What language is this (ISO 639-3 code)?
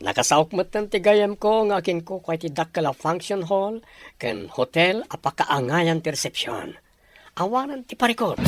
ilo